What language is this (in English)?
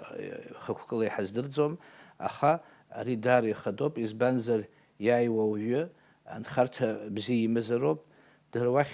Abkhazian